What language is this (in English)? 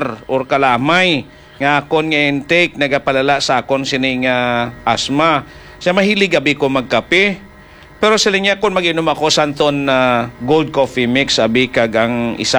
Hiligaynon